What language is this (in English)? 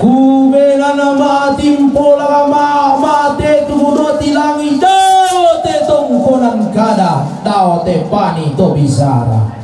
Toraja-Sa'dan